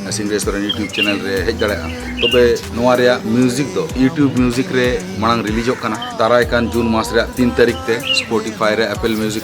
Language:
Santali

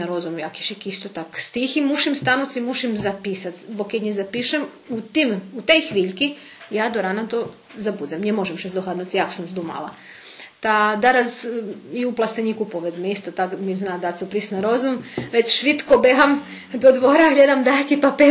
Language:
Rusyn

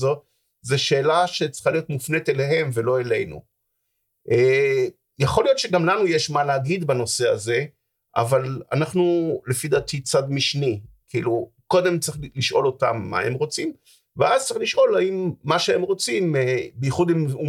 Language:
Hebrew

